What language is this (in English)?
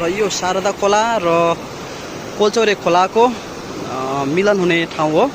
Nepali